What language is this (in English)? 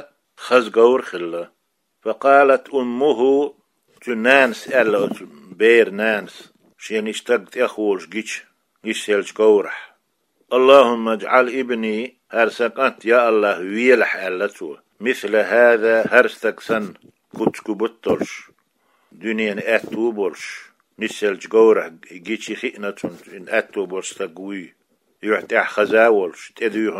Chechen